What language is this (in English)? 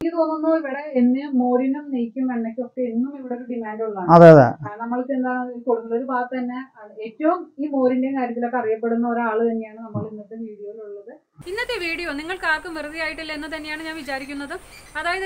Malayalam